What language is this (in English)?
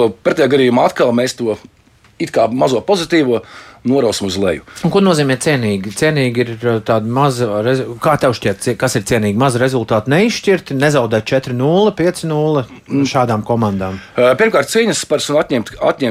Latvian